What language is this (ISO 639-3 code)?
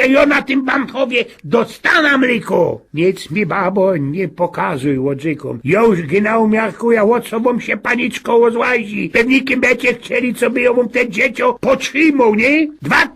szl